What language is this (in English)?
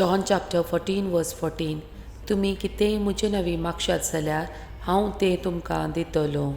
Konkani